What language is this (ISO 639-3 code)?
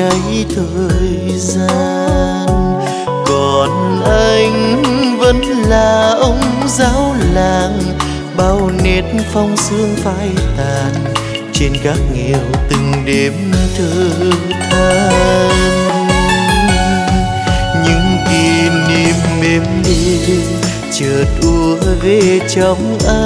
vie